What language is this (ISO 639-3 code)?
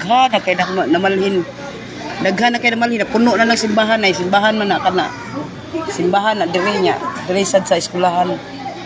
ceb